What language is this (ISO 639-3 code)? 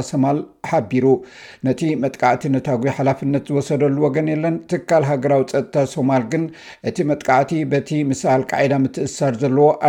tir